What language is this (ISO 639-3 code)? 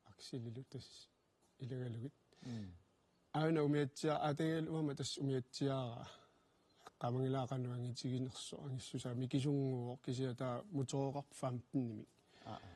kal